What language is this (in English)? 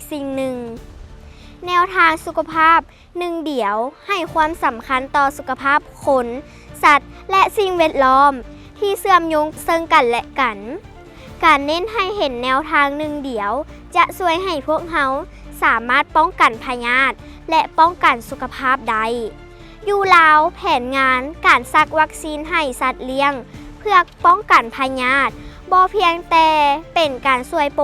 Lao